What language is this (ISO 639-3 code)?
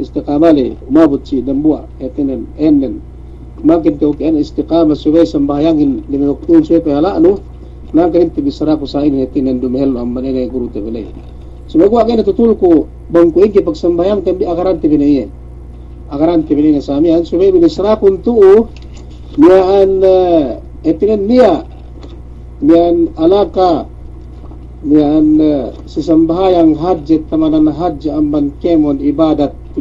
yka